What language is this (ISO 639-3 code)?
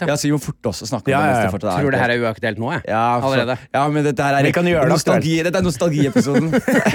nor